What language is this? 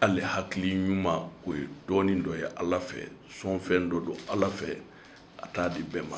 Bambara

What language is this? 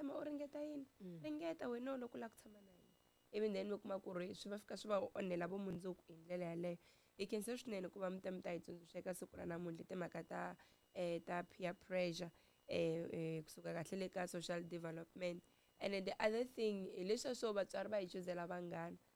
Tsonga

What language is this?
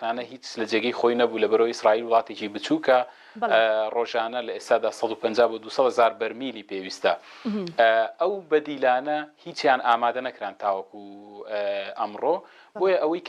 Central Kurdish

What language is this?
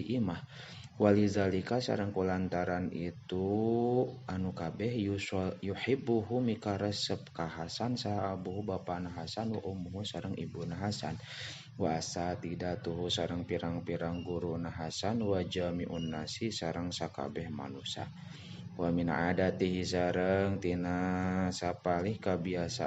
Sundanese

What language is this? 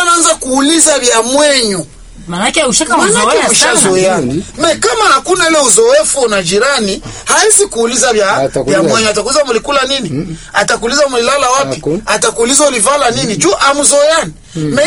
Swahili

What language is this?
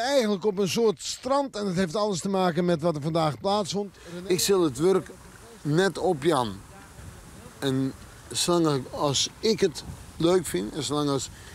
Western Frisian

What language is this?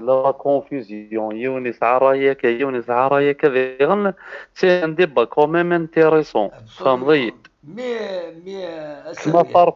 Kabyle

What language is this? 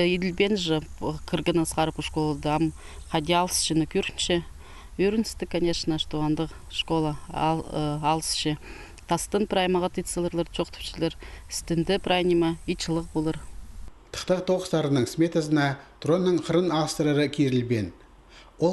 Khakas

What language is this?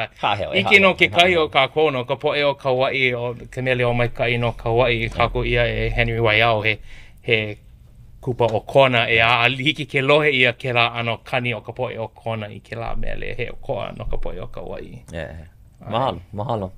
Hawaiian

